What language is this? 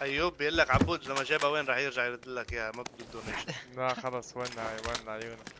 North Levantine Arabic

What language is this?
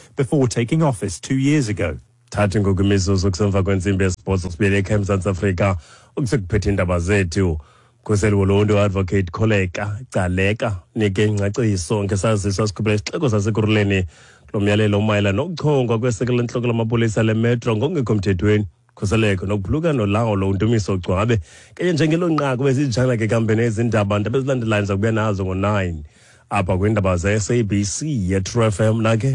Xhosa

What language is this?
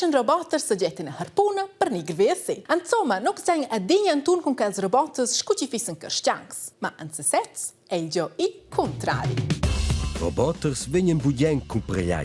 Romansh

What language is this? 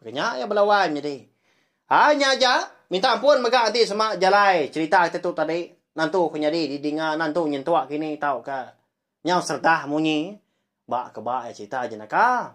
Iban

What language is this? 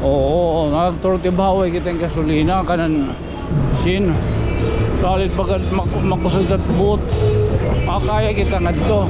Waray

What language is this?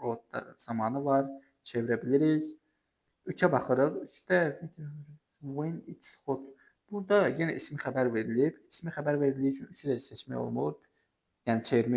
Azerbaijani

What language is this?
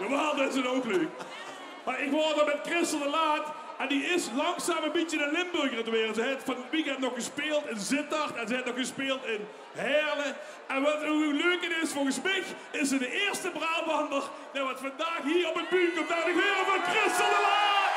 Limburgish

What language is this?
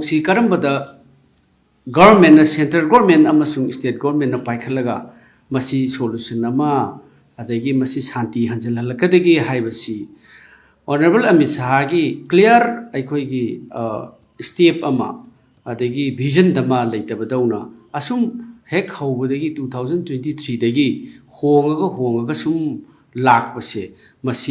Manipuri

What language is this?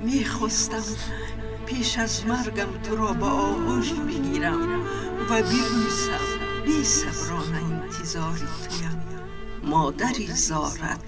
Tajik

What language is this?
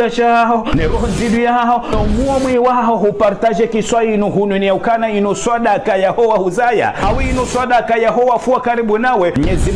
Ngazidja Comorian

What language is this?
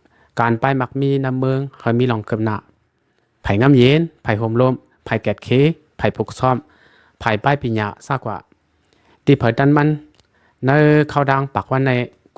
Shan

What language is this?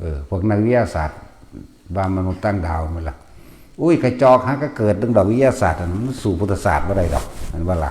Northeastern Thai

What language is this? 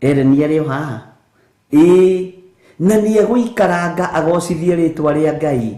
Kikuyu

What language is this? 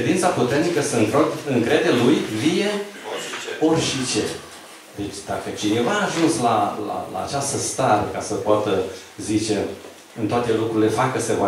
Romanian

